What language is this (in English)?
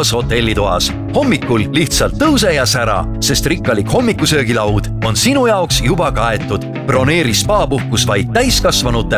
Estonian